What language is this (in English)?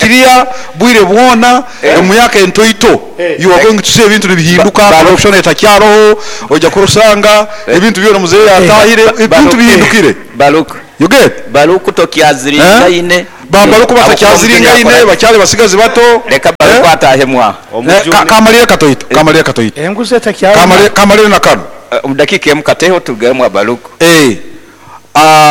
Nyoro